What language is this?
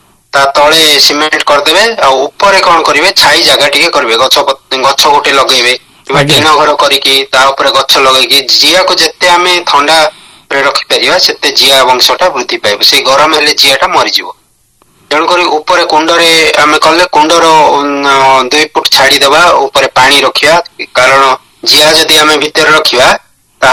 Odia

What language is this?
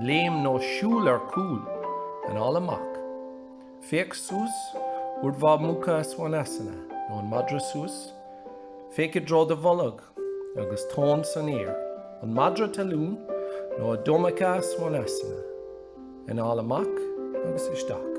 Irish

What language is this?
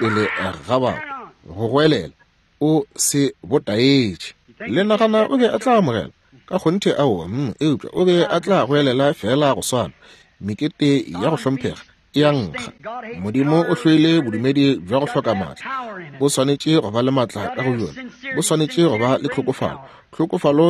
Northern Sotho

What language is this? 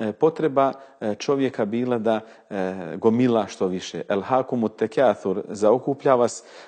Bosnian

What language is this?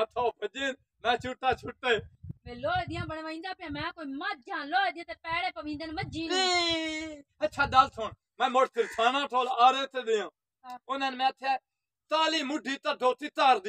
Punjabi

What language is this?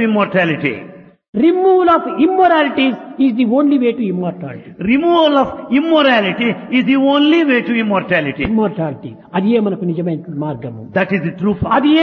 Telugu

